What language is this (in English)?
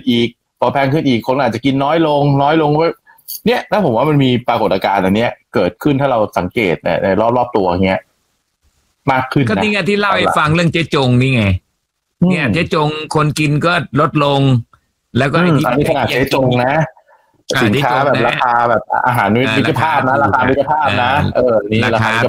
Thai